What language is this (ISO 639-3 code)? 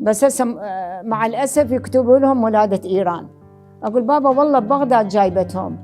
acm